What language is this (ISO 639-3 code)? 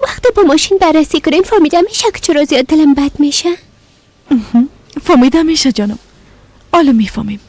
fas